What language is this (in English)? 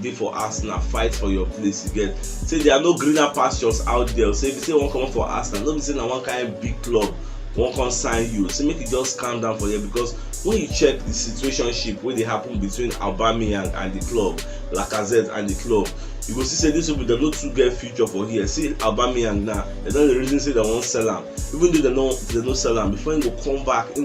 Nigerian Pidgin